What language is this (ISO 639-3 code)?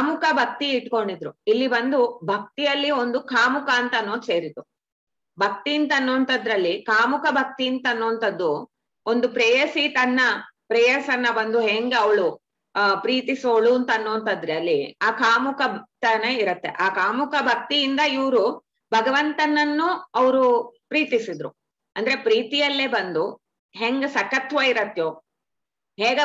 kan